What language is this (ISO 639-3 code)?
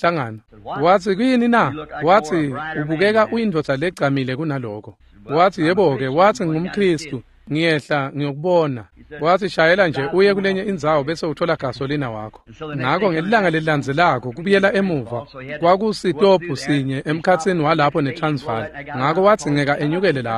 ssw